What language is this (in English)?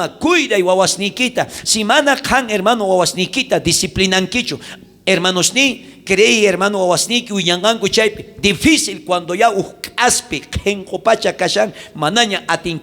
South Bolivian Quechua